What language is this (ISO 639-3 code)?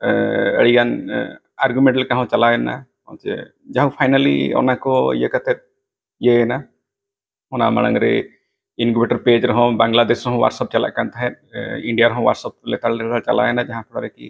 sat